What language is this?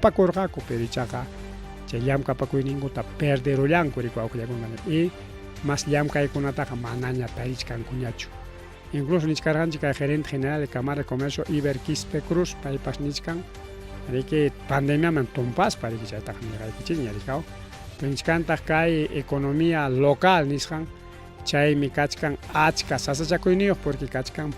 Ayacucho Quechua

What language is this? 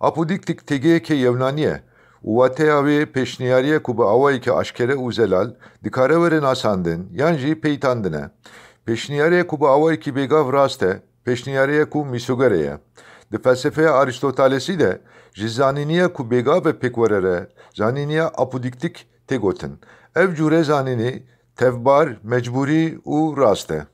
Kurdish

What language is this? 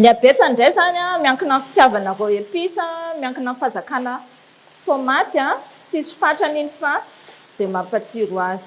Malagasy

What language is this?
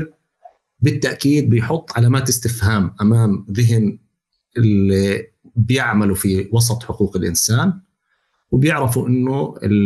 North Levantine Arabic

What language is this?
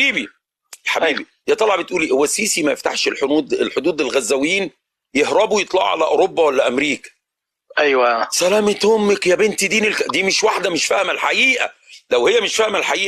Egyptian Arabic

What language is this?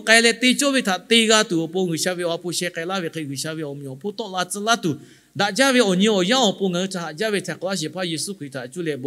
Lahu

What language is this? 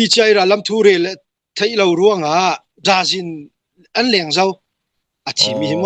Hakha Chin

